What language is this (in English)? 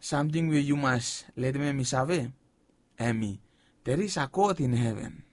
Bislama